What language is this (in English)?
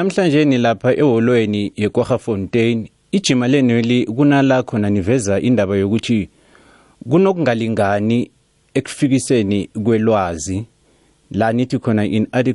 South Ndebele